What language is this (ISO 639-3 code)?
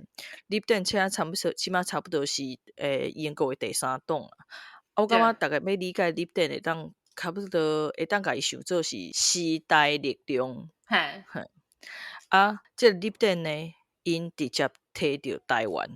nan